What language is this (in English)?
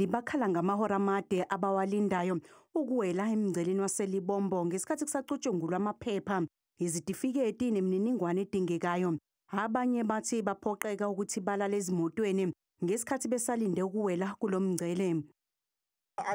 Zulu